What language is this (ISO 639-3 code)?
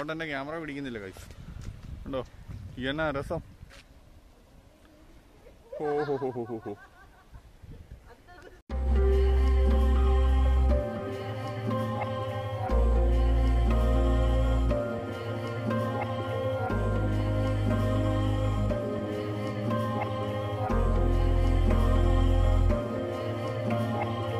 mal